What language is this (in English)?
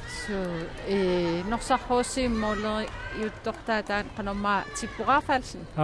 Kalaallisut